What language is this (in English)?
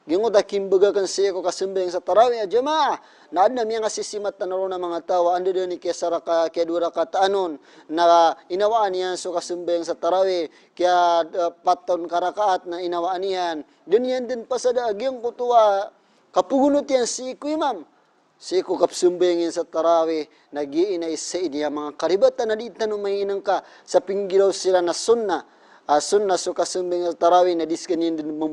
Maranao